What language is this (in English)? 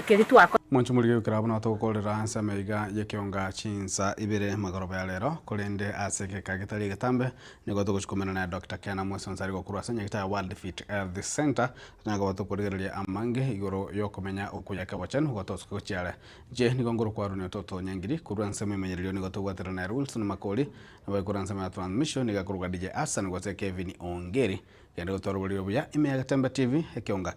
Gusii